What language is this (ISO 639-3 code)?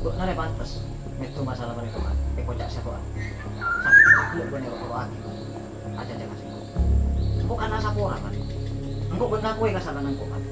mad